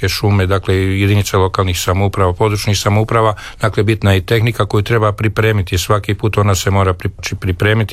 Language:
Croatian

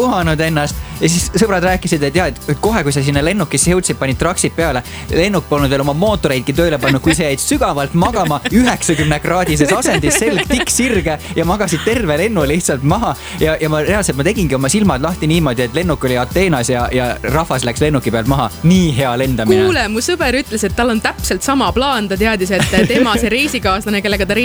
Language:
Estonian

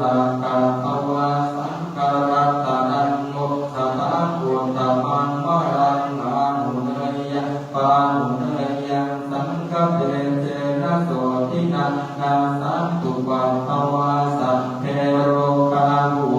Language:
Pali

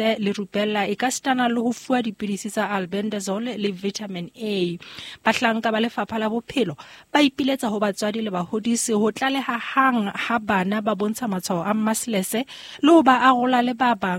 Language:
Southern Sotho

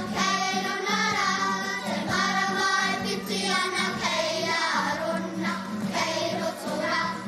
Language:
Māori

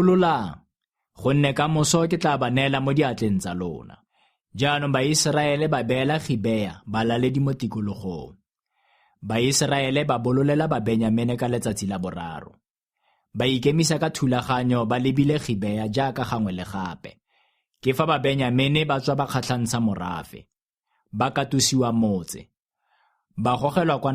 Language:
Tswana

